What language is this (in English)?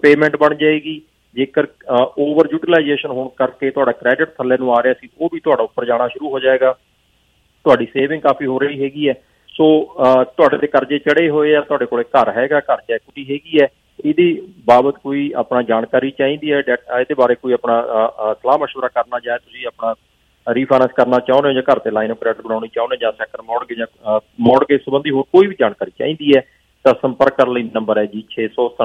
Punjabi